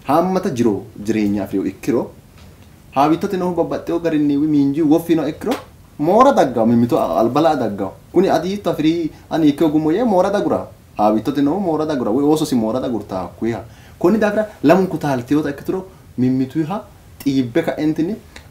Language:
Sidamo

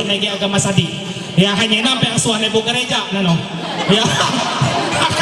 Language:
Ma'anyan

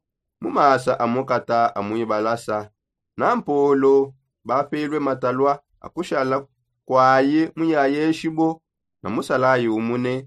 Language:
Songe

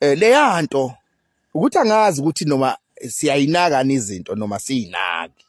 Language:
Zulu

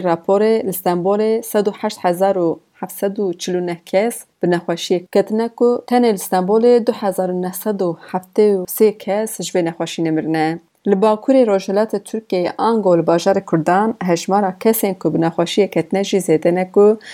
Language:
Kurdish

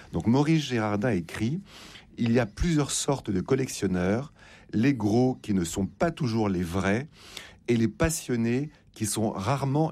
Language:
French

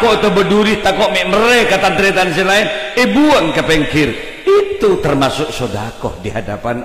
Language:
Madurese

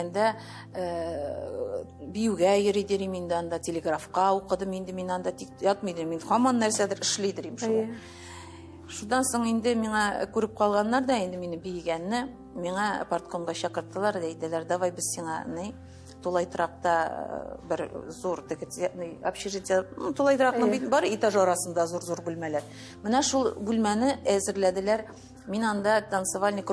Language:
Tatar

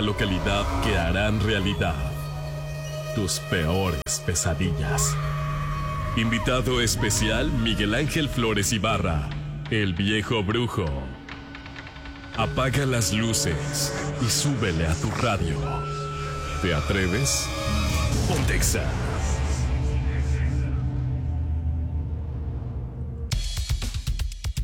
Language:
Spanish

